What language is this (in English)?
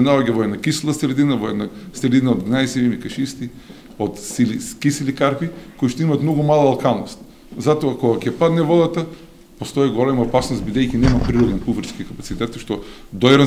Macedonian